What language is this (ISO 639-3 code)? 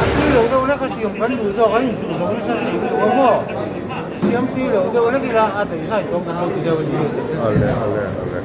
lus